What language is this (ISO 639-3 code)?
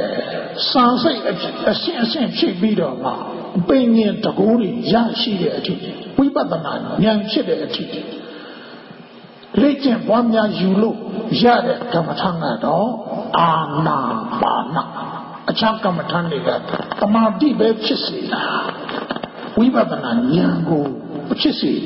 mya